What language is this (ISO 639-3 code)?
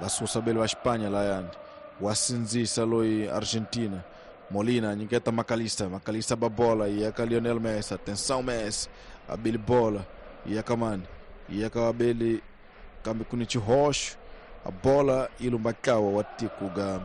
tso